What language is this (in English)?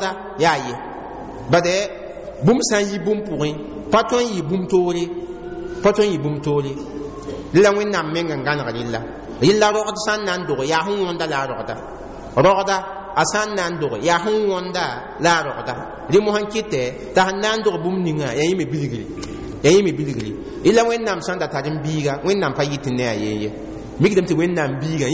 Mossi